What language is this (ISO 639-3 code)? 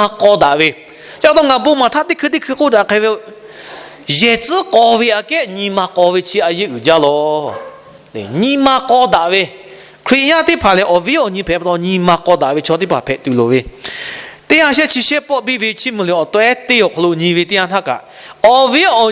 lhu